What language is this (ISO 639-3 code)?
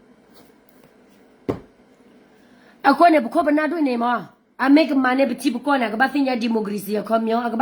ksw